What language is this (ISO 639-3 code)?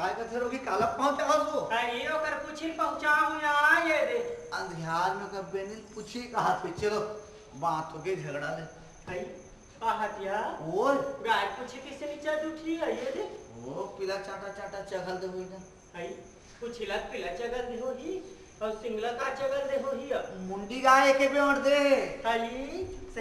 hne